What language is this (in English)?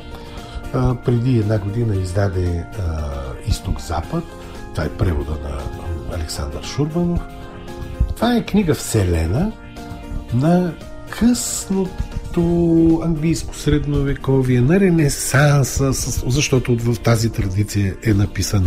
Bulgarian